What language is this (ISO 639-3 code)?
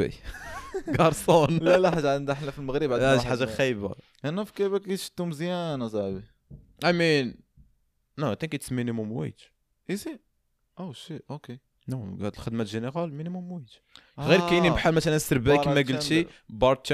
ary